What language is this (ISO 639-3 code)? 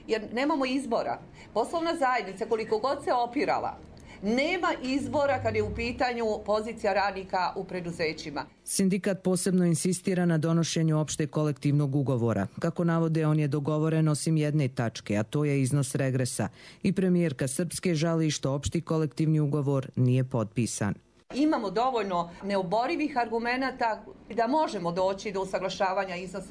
hrv